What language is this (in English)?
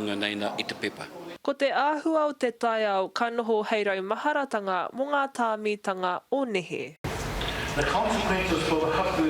Māori